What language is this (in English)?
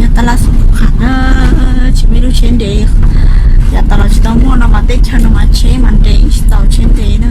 Hmong